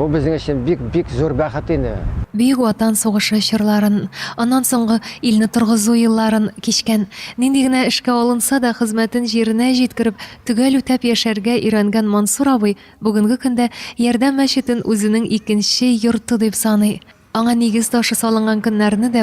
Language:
Tatar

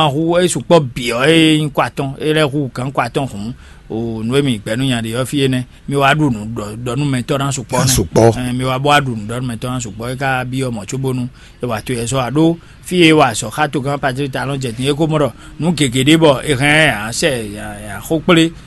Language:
Fon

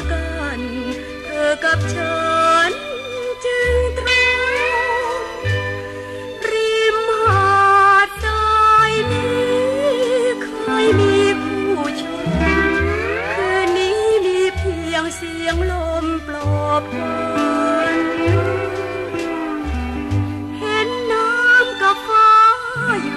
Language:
Thai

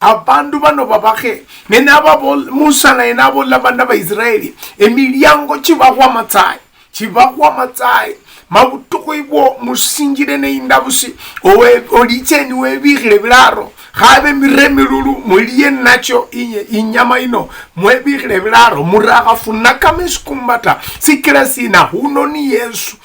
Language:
Luyia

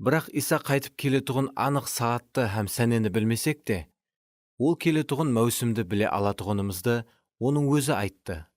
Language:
Kara-Kalpak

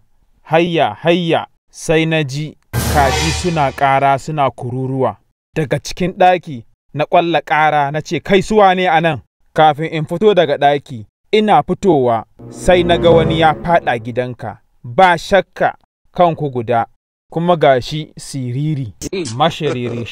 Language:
Hausa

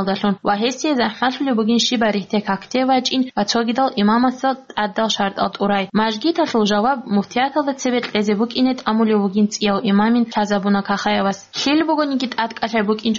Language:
Avaric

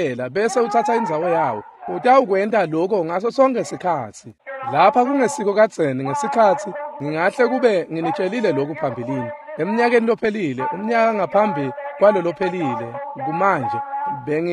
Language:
Swati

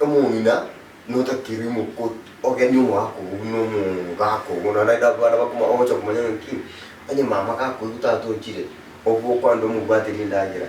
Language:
Gusii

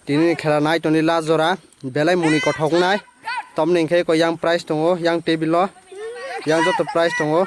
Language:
Kok Borok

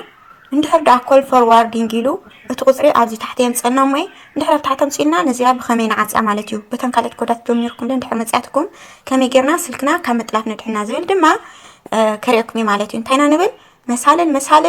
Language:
Tigrinya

